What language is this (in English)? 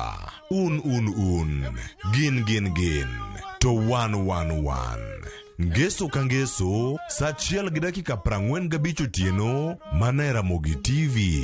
Luo (Kenya and Tanzania)